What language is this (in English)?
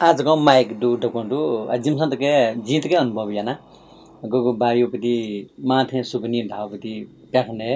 Newari